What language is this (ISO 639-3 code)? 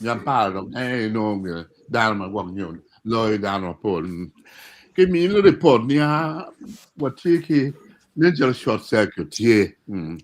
ach